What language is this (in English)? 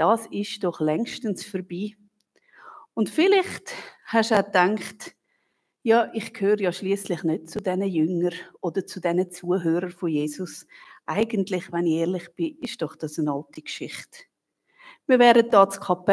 Swiss German